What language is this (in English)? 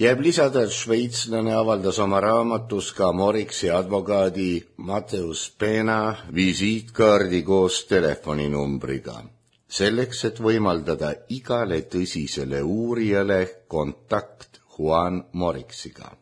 Estonian